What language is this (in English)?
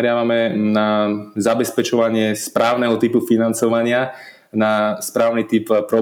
Slovak